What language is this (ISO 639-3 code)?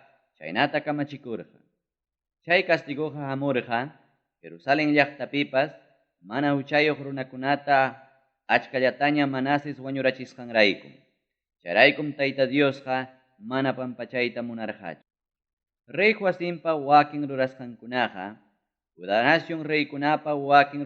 quy